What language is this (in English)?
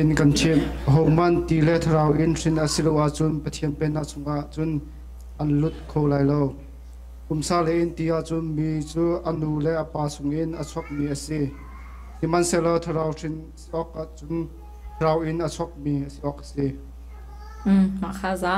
Hakha Chin